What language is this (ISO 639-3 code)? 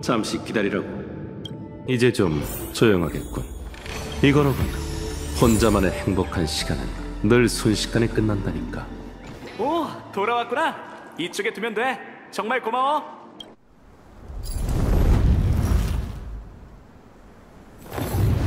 kor